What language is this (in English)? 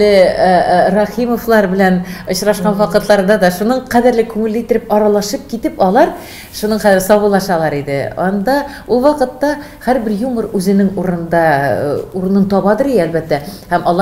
Tatar